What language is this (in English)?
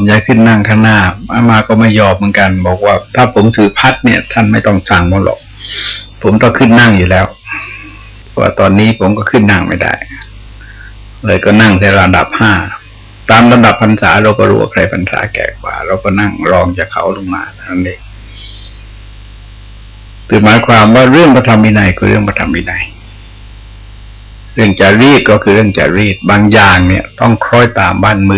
Thai